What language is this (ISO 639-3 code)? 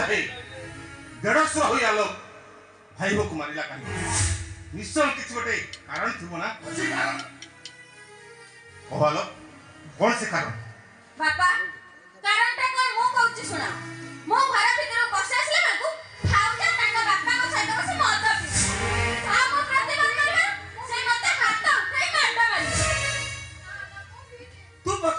ori